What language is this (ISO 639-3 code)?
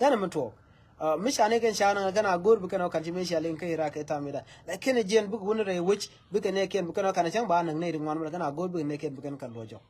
nus